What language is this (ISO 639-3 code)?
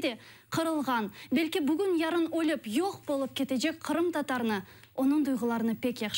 crh